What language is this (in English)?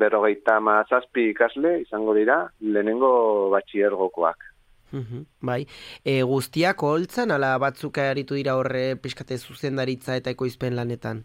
Basque